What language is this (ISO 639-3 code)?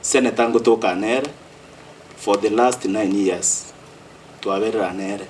guz